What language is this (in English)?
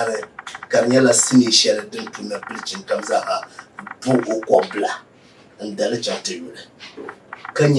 Dagbani